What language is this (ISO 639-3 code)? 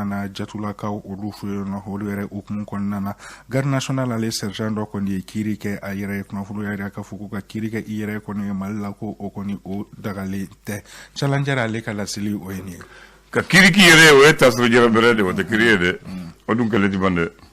bam